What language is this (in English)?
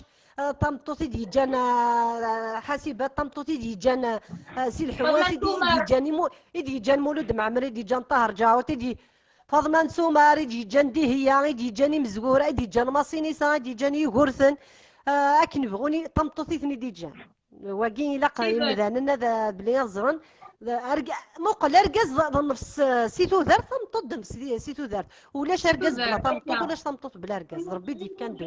Kabyle